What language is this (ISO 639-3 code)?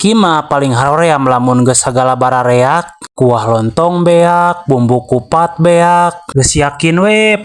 sun